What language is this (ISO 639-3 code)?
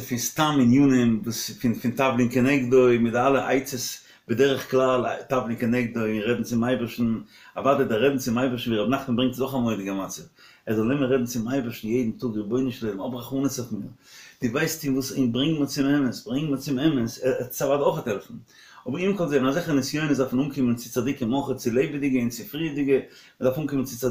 yid